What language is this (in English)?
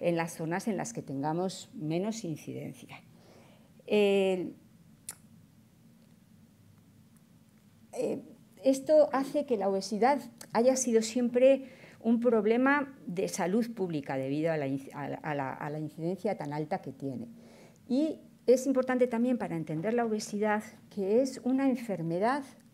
Spanish